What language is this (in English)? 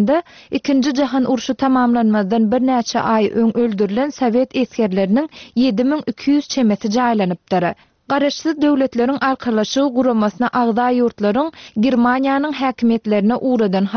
Turkmen